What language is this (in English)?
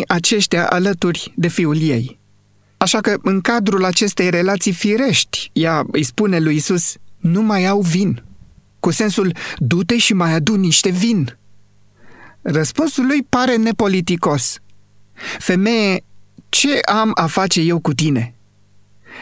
Romanian